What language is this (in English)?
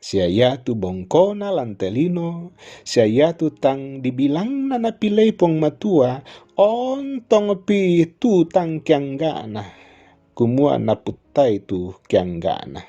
Toraja-Sa'dan